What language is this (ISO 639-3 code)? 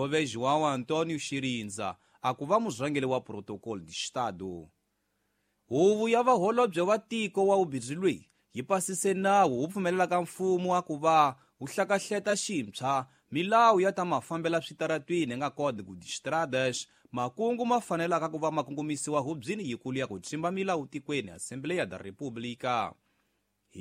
tso